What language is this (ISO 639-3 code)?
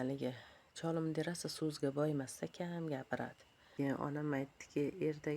uzb